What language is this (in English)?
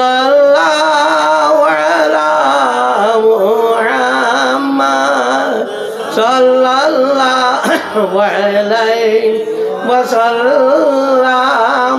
Sylheti